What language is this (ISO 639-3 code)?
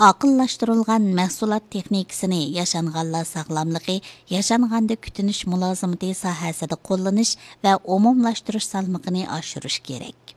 uig